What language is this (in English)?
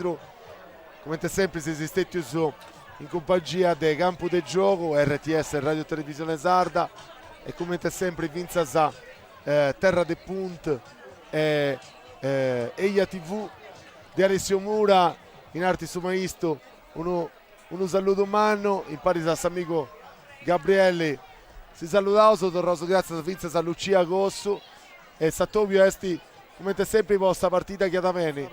Sardinian